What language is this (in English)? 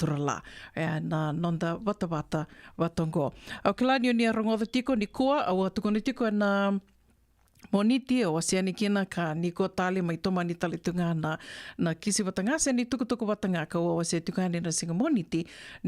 Fijian